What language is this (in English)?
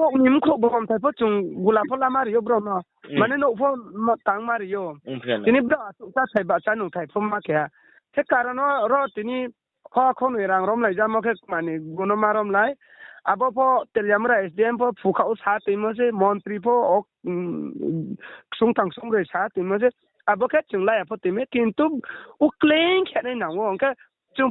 Riang (India)